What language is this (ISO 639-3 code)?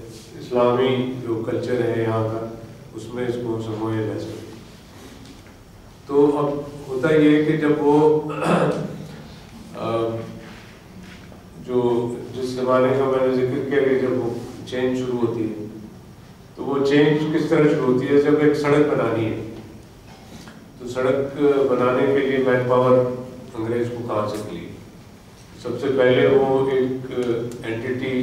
urd